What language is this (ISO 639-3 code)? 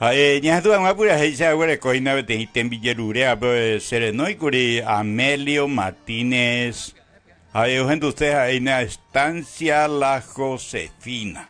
grn